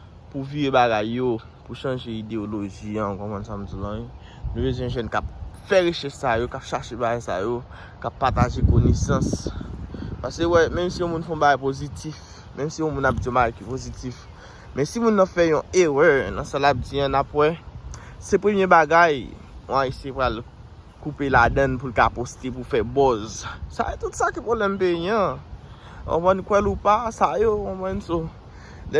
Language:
Haitian Creole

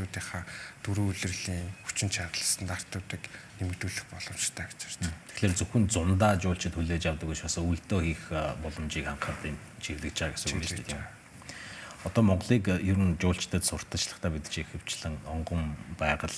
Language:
Mongolian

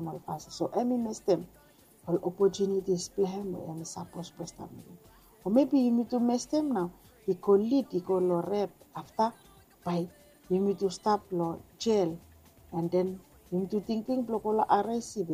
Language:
Bislama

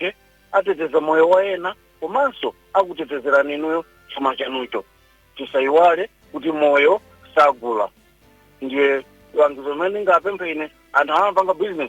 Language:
Nyanja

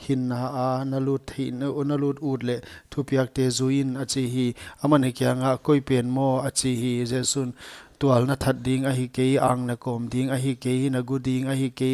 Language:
Paite Chin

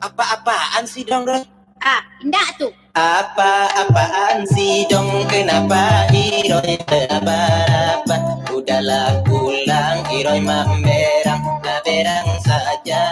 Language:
Minangkabau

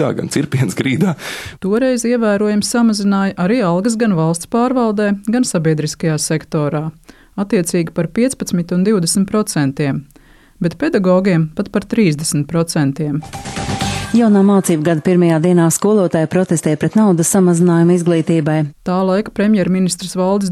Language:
Latvian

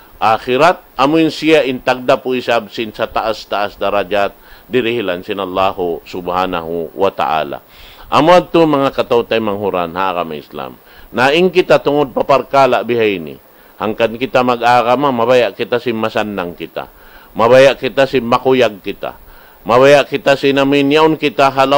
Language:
Tausug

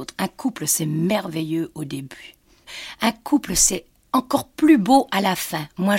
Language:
French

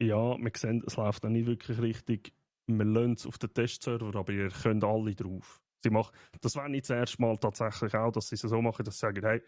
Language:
Swiss German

